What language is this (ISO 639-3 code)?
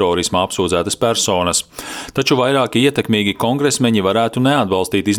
lav